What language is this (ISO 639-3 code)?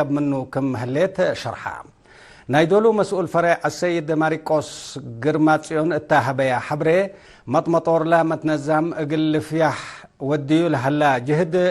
tig